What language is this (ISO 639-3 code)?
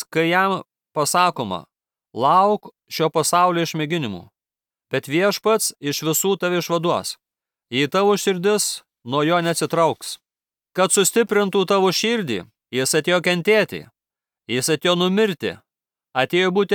lit